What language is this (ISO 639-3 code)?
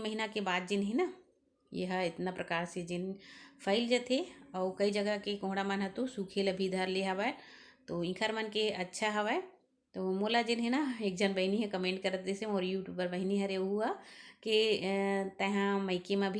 hne